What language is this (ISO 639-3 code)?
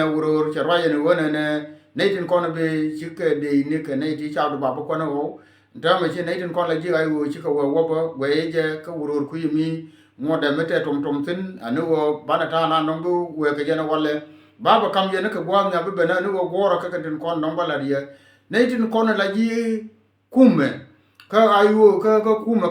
nus